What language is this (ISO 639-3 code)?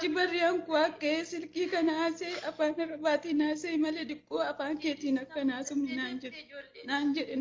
orm